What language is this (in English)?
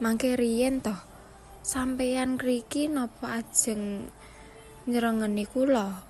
Javanese